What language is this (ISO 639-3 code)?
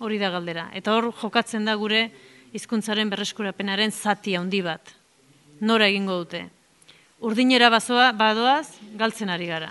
eus